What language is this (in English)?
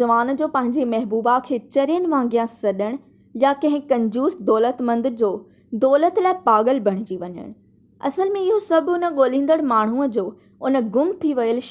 Sindhi